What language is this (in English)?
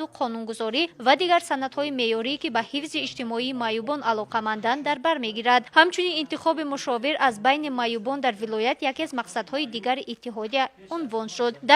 Tajik